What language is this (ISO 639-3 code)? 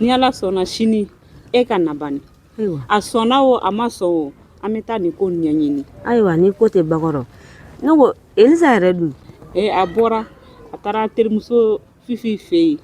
bam